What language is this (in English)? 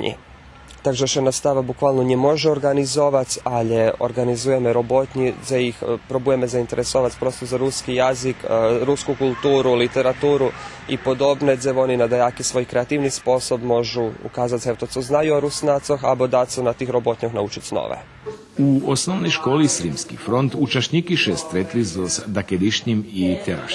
Rusyn